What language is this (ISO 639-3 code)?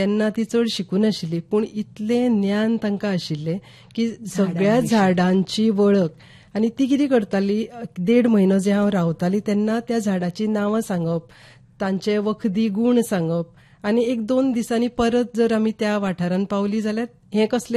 kok